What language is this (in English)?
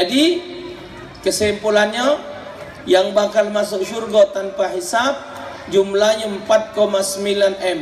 Musi